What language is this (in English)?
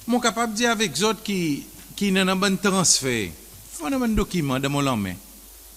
Seselwa Creole French